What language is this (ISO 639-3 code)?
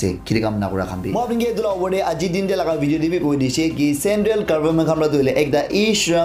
nag